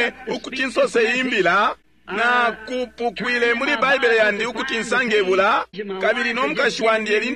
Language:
Bemba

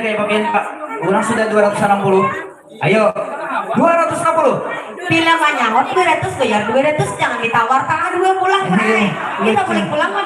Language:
Banjar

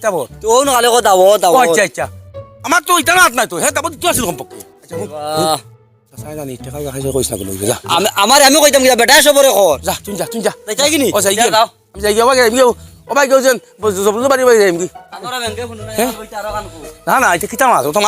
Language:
Sylheti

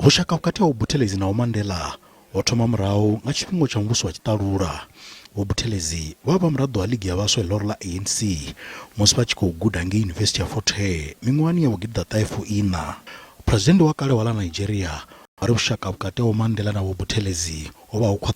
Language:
Venda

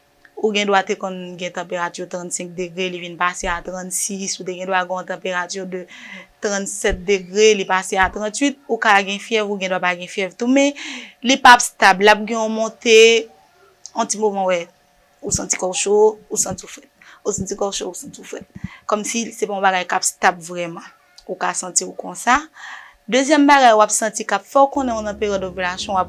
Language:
Haitian Creole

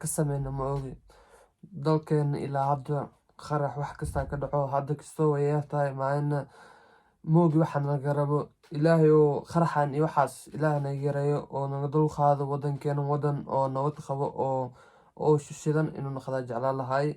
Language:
Somali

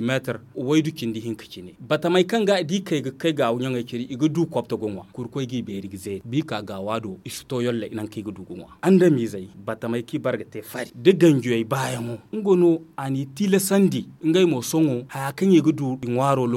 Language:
Zarma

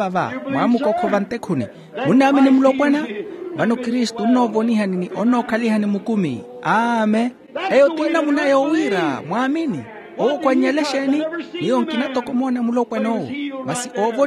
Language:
Makhuwa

